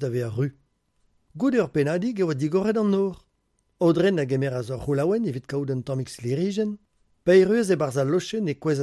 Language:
Breton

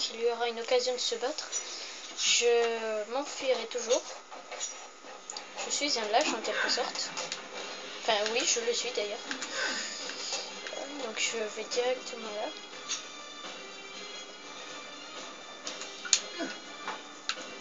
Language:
French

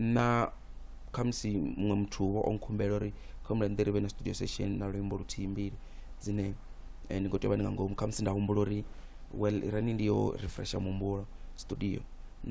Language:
Venda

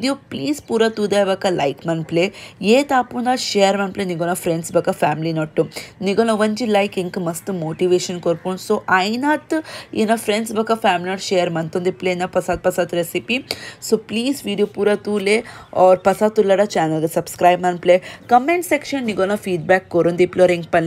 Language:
Tulu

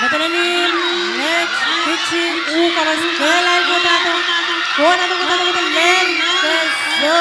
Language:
Pohnpeian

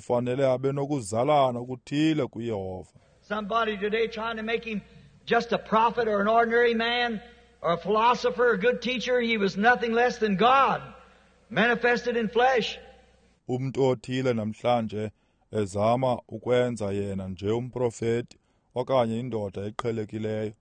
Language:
Xhosa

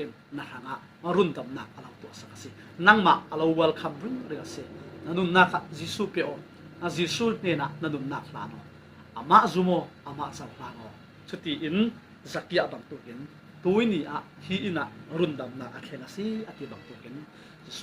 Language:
Falam Chin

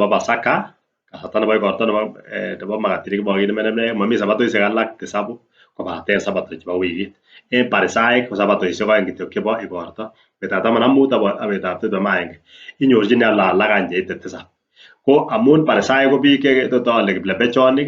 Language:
Kalenjin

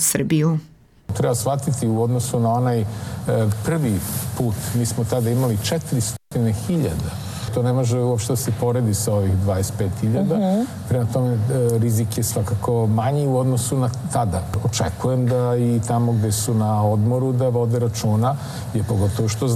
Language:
Serbian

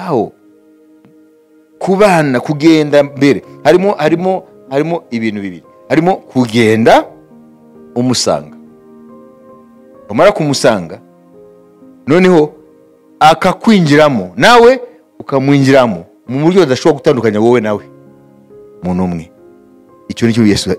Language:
Kinyarwanda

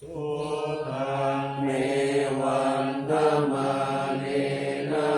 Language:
Pali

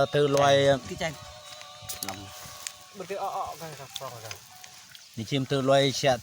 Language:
Eastern Bru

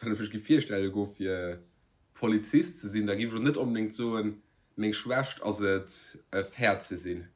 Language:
Luxembourgish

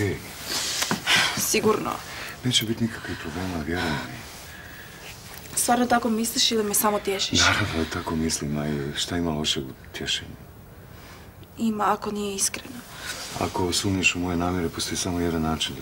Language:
Croatian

